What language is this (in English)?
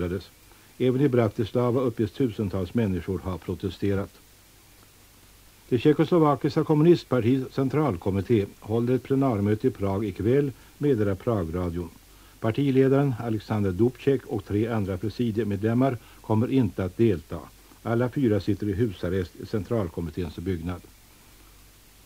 Swedish